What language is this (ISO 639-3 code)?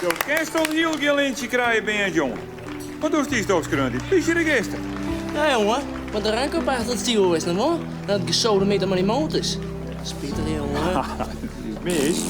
fry